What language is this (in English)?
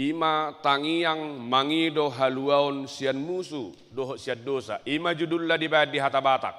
Batak Toba